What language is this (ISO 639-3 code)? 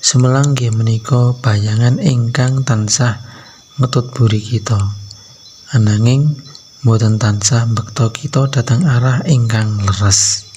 jav